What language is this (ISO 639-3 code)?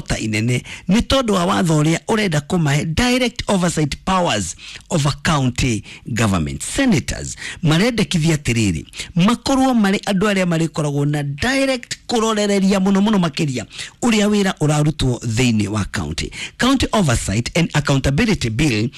kik